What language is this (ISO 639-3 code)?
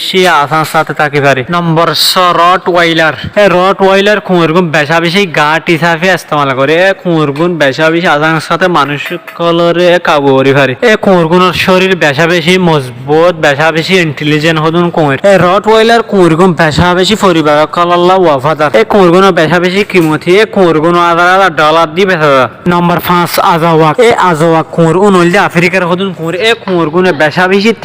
rhg